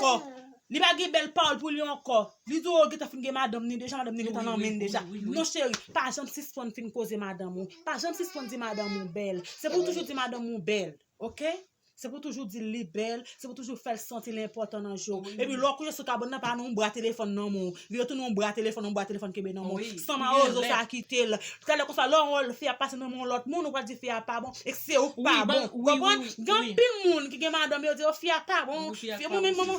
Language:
Haitian Creole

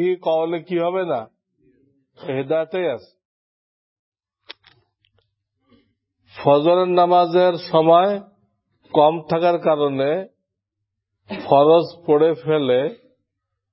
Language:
Bangla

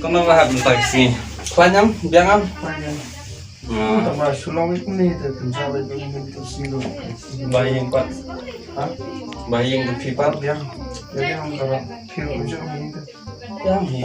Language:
Khasi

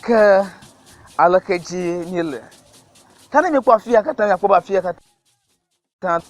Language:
Ewe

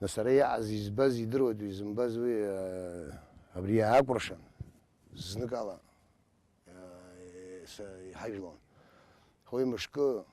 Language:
Abkhazian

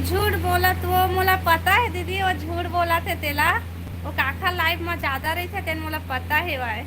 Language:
Chhattisgarhi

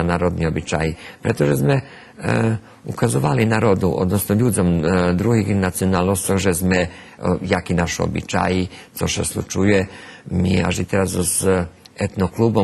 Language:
Rusyn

